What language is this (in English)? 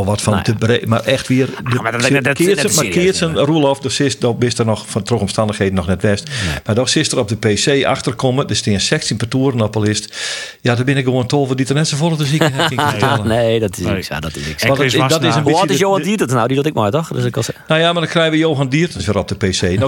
Western Frisian